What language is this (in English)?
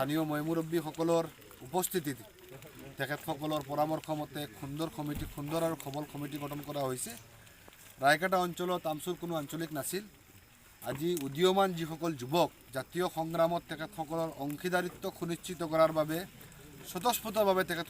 Assamese